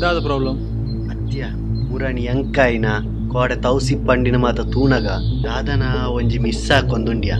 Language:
Tulu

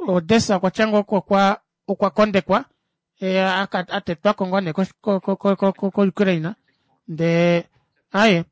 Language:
Kuanyama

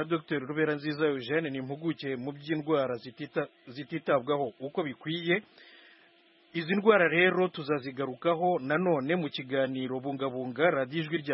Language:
Kinyarwanda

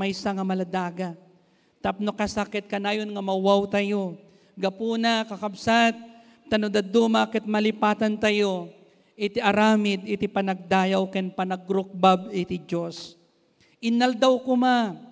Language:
Iloko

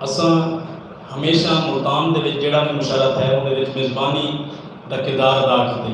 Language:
Saraiki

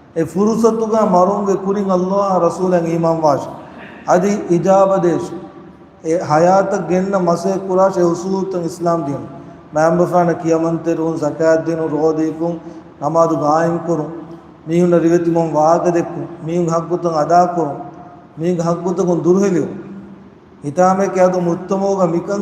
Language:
Divehi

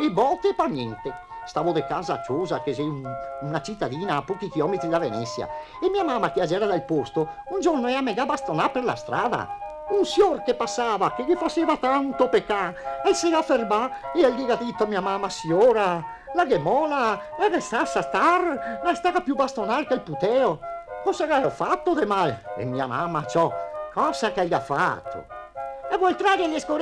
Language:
Venetian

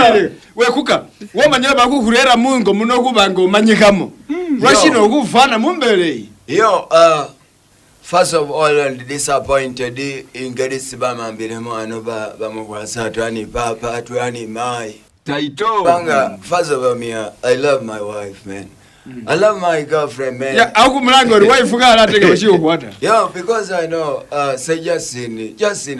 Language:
Masaaba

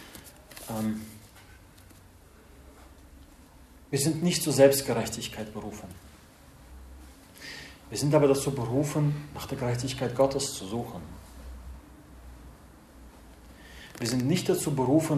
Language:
German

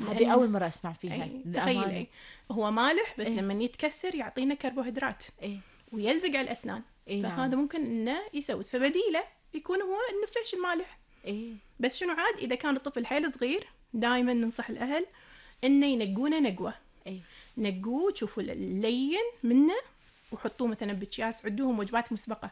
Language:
Gulf Arabic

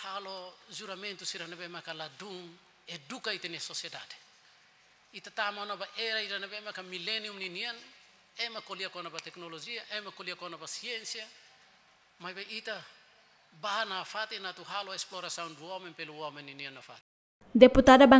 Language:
Tetum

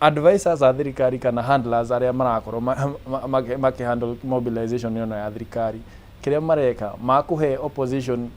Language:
Kikuyu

